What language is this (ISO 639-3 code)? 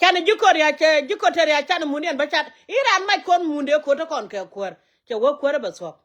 nus